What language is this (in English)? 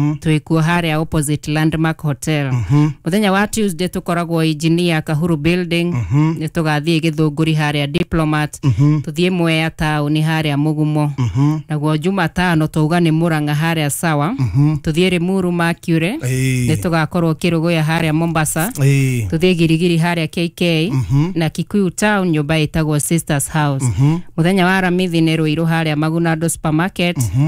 Kikuyu